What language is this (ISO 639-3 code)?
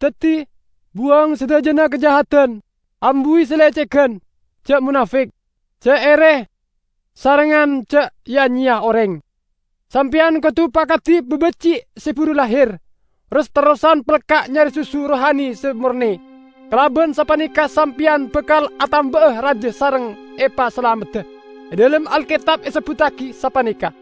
mad